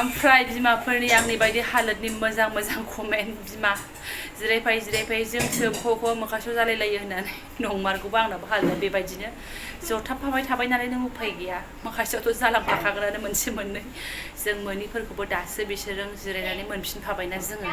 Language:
Bodo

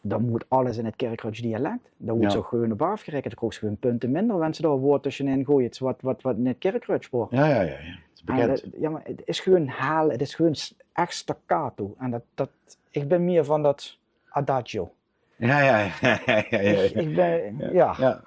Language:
Limburgish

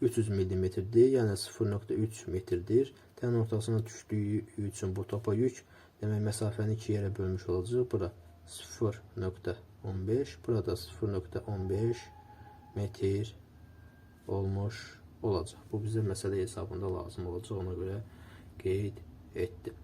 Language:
Azerbaijani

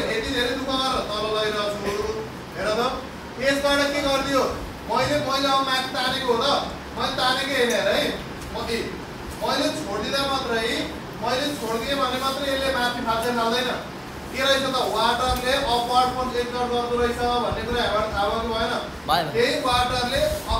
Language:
Nepali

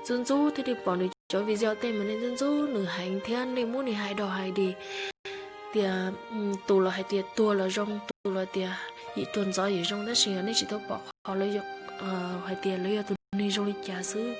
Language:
Hmong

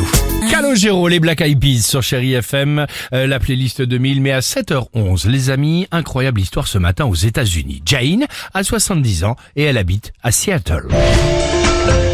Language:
French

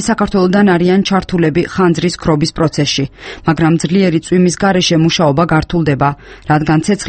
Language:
Georgian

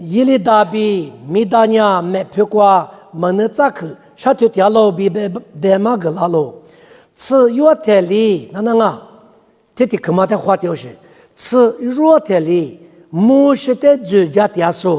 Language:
Lisu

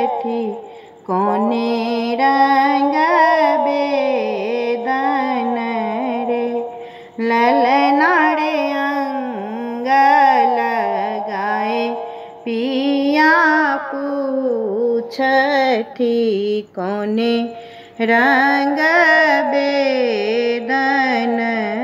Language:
Bhojpuri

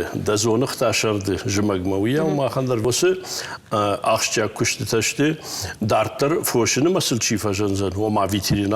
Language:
Ossetic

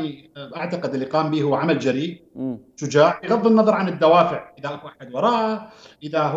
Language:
Mesopotamian Arabic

